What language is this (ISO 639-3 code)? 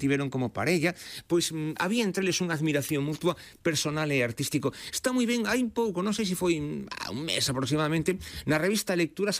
glg